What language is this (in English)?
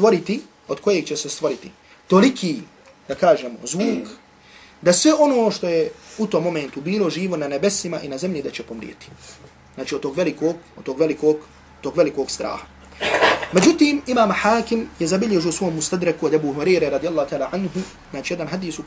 Bosnian